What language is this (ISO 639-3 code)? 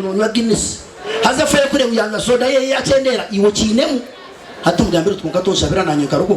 nyn